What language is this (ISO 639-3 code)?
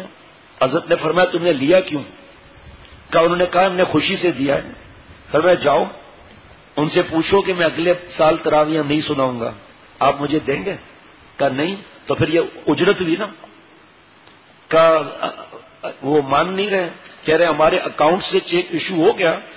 urd